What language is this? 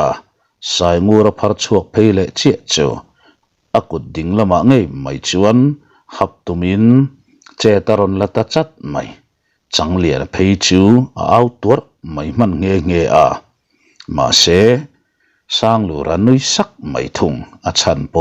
Mizo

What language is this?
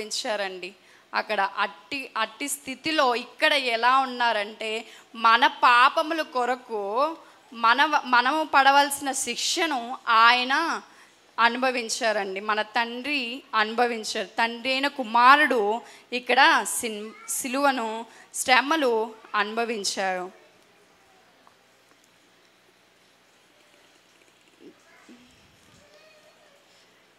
Telugu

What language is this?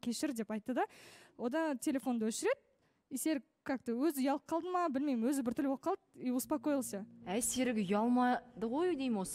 Kazakh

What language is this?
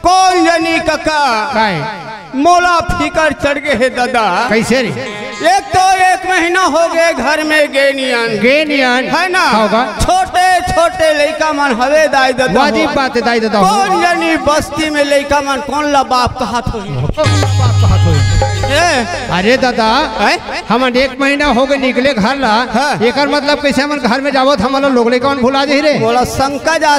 Chhattisgarhi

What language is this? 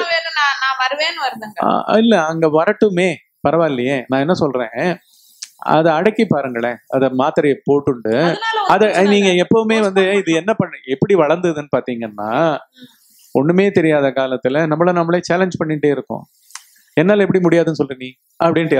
Tamil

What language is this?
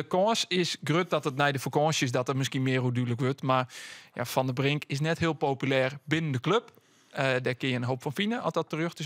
Western Frisian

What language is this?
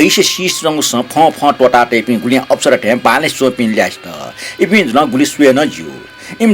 Newari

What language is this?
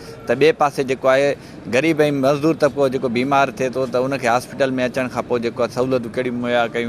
Sindhi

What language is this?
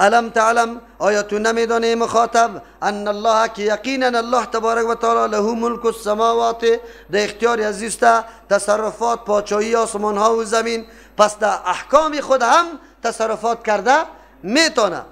Persian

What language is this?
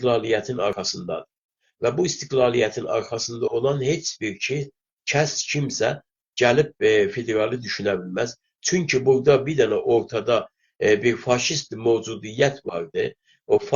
South Azerbaijani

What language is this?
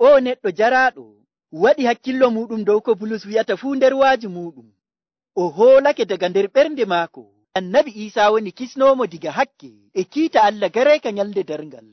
Nigerian Fulfulde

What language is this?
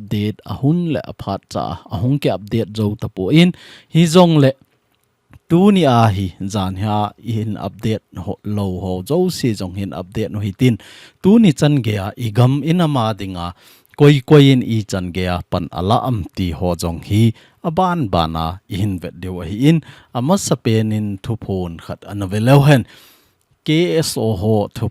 Thado Chin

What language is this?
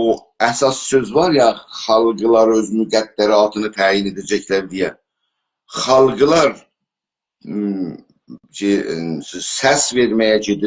South Azerbaijani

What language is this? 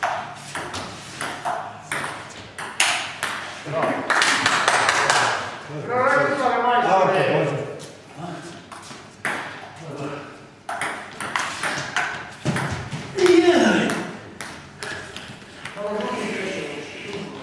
Croatian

